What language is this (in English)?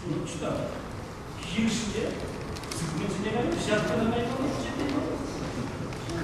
Chuvash